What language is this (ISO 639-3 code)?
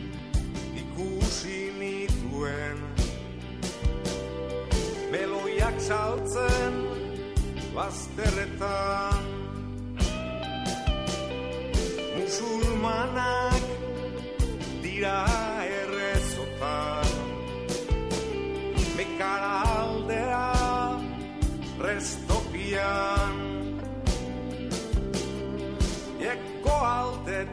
eus